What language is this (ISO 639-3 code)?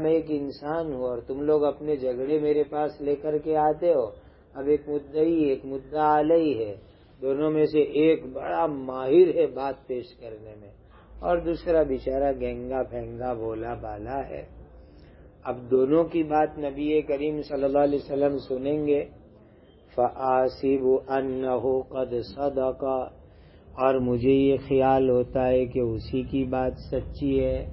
urd